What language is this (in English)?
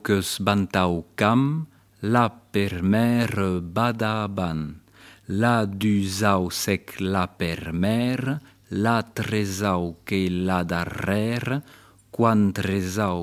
Catalan